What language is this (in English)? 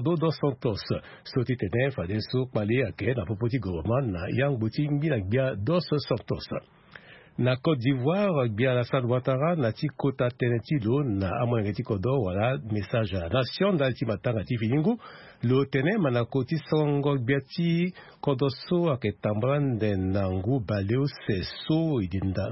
Sango